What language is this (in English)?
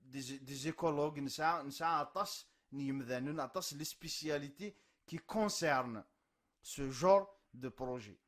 Kabyle